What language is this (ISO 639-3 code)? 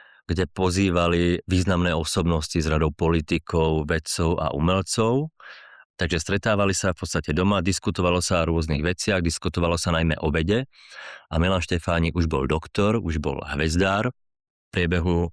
slk